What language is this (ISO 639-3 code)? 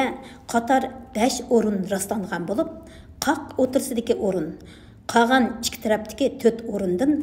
uig